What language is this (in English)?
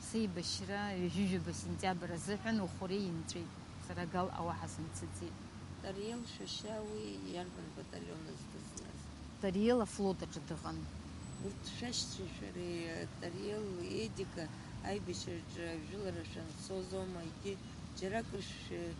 Abkhazian